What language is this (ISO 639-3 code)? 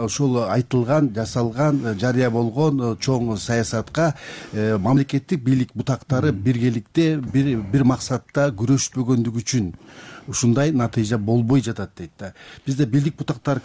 kir